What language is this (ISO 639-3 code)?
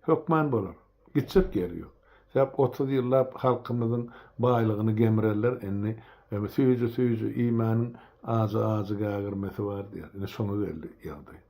tuk